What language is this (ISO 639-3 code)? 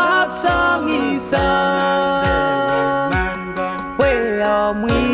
pon